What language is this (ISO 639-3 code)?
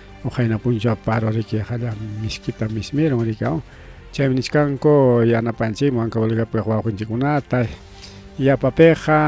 quy